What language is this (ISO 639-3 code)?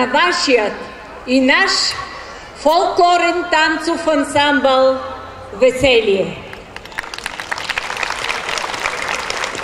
bul